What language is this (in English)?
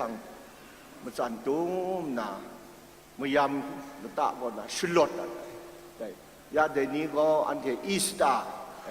Kachin